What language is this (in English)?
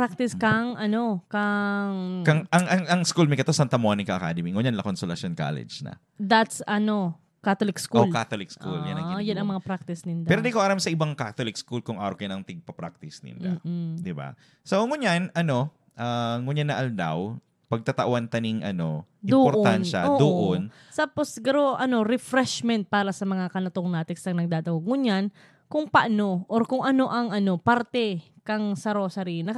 Bikol